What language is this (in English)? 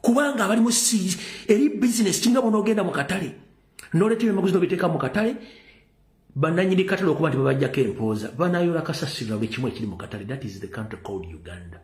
Ganda